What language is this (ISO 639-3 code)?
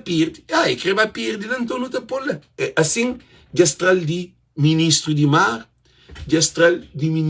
kea